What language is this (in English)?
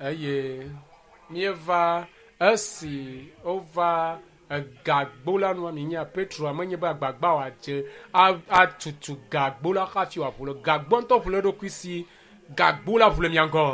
Ewe